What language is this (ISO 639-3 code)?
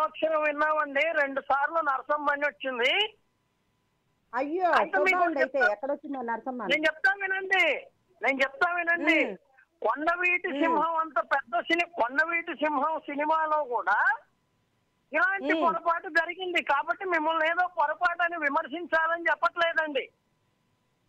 tel